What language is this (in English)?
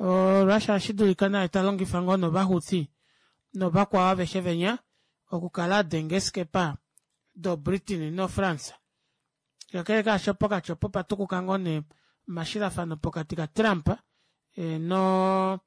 Kuanyama